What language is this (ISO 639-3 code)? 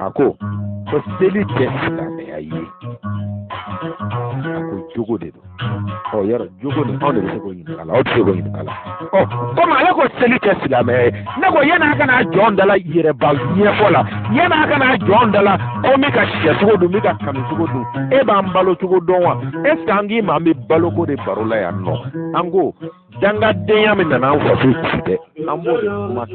bam